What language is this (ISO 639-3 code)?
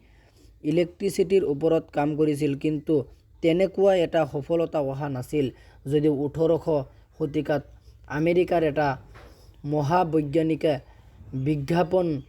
asm